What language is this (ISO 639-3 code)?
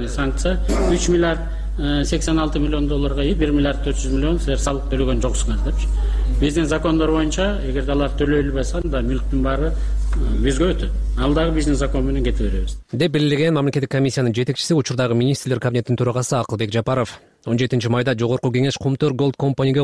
kir